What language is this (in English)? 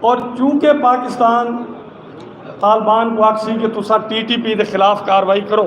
Saraiki